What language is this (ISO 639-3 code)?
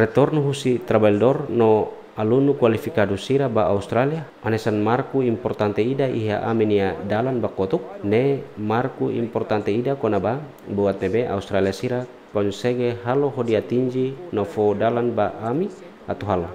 tet